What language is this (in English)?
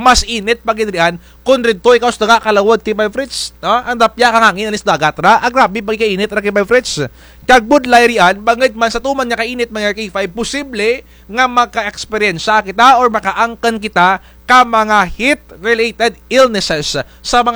Kinaray-a